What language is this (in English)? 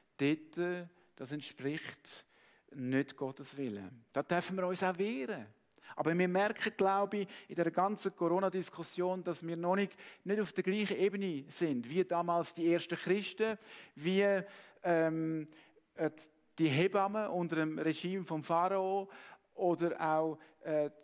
Swiss German